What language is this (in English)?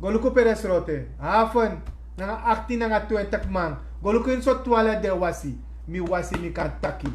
Sranan Tongo